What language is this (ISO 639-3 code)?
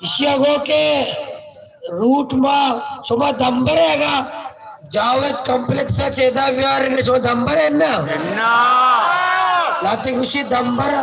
bal